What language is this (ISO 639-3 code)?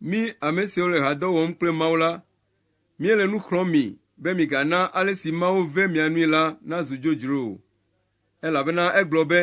ewe